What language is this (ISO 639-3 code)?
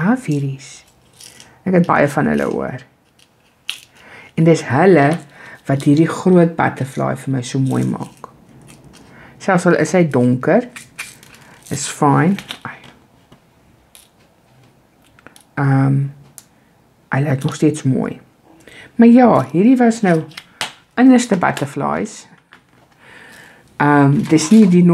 afr